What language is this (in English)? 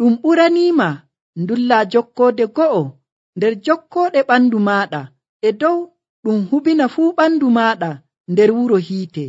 Nigerian Fulfulde